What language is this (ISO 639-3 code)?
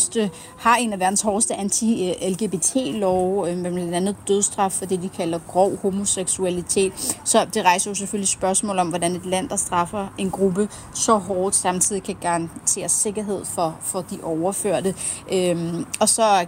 dan